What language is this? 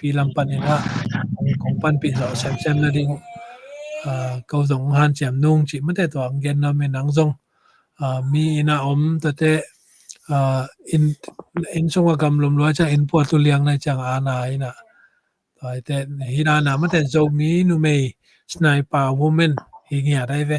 Tedim Chin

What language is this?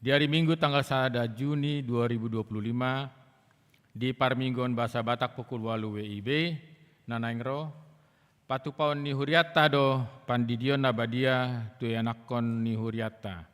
Batak Toba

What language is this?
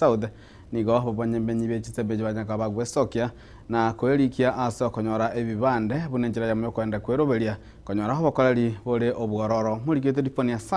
Gusii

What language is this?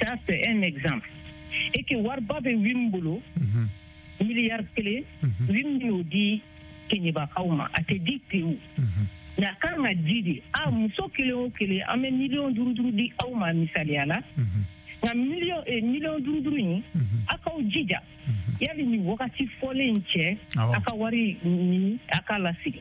Bambara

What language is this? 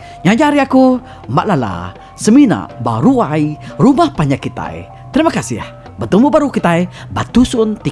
Iban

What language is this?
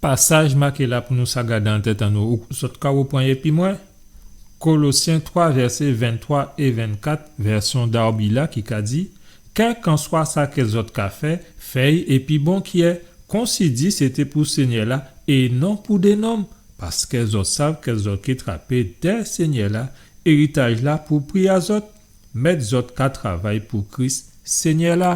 Guadeloupean Creole French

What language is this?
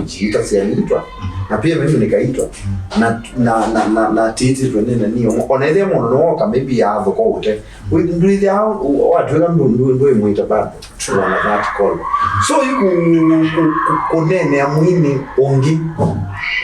Kamba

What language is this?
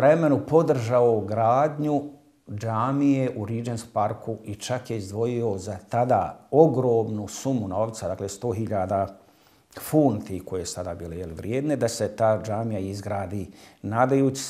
Bosnian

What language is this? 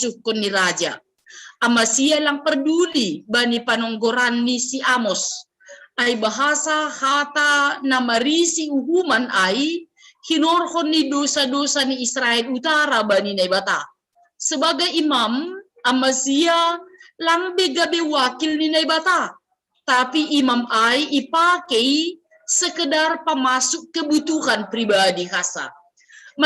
Batak Simalungun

